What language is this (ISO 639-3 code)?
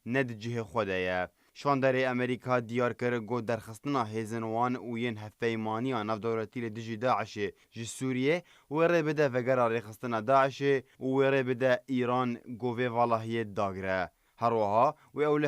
kur